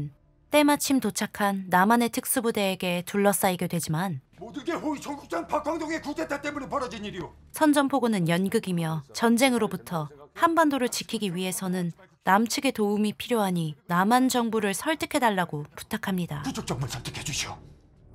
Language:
Korean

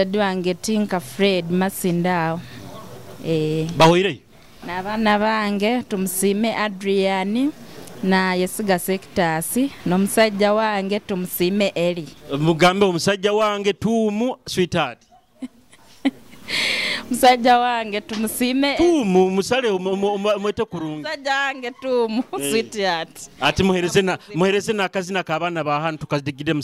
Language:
Nyoro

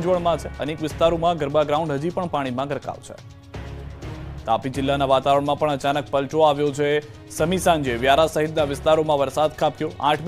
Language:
Gujarati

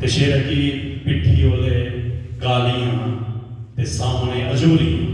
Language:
Dogri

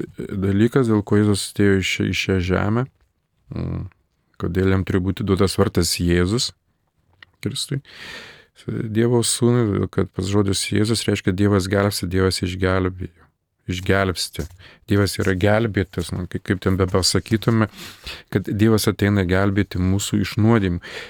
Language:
Lithuanian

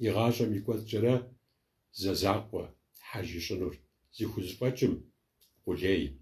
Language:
Kabardian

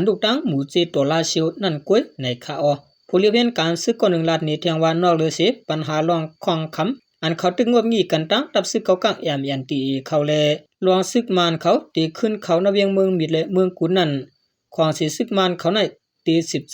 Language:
Shan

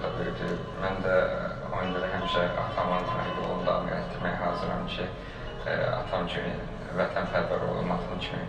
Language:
Azerbaijani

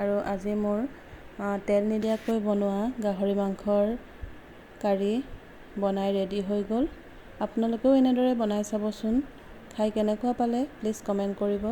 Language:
Assamese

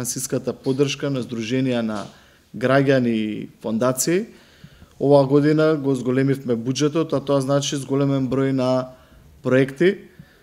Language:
Macedonian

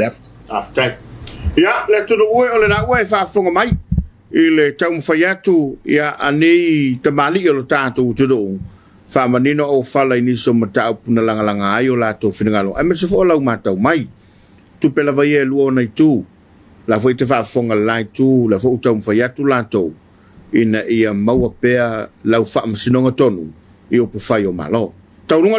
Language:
Samoan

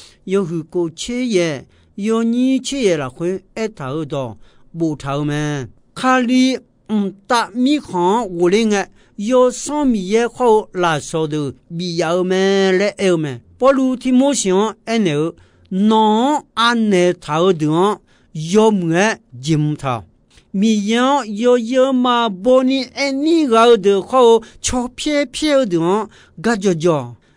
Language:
Akha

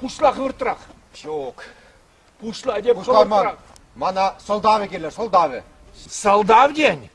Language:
Chuvash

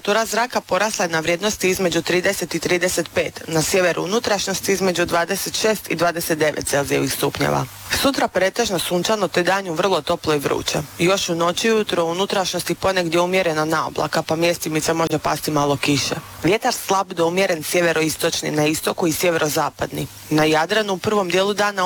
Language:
Croatian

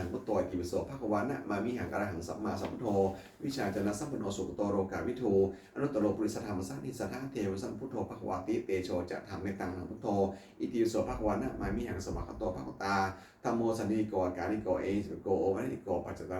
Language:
Pali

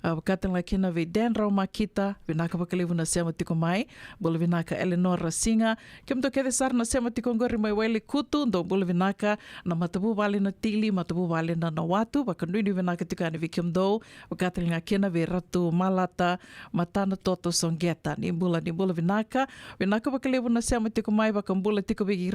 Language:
Fijian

